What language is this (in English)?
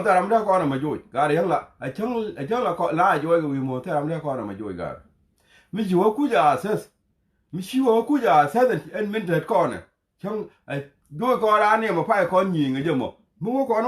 Nuer